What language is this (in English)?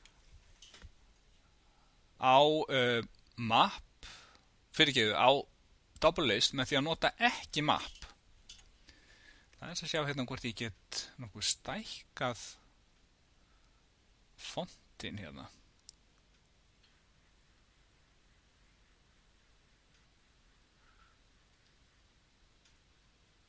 Icelandic